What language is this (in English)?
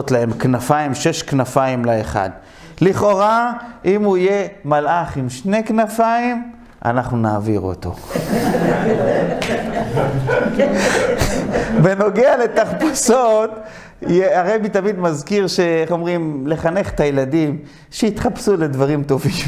Hebrew